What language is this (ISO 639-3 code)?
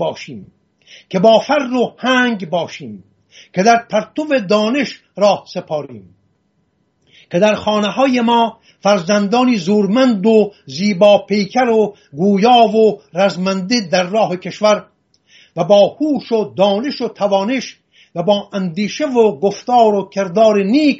fas